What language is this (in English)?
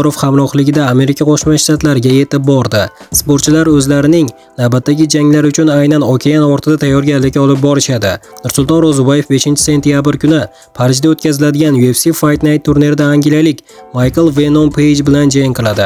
Uzbek